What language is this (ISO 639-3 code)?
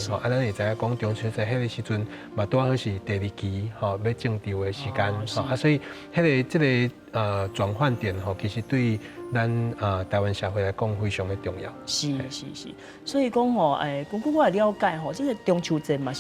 nan